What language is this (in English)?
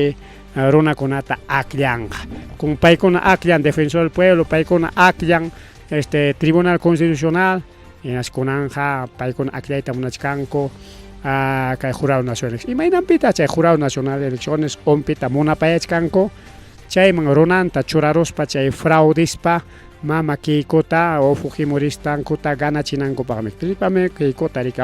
Ayacucho Quechua